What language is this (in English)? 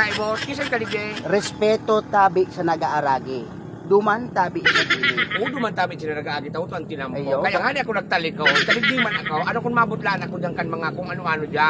Bikol